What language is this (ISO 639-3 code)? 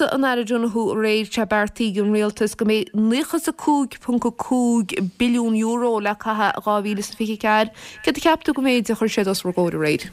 gle